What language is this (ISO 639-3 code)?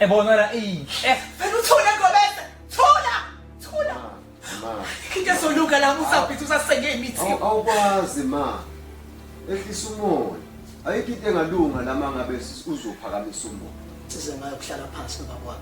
zul